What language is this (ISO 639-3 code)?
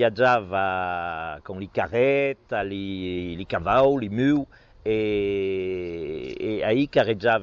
oci